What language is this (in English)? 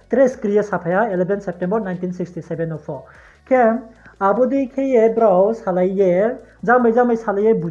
Riang (India)